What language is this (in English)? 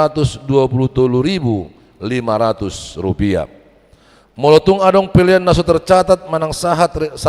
Batak Toba